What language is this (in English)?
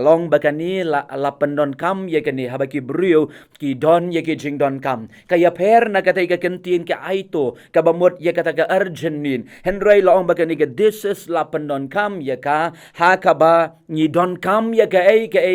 Khasi